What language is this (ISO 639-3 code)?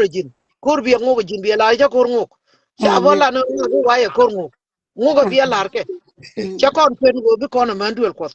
nus